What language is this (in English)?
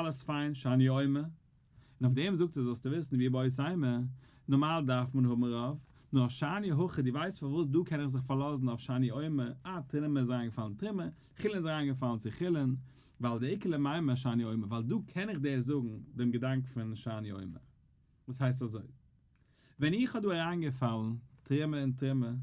Yiddish